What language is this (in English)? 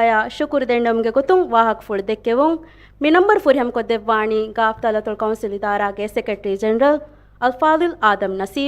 Divehi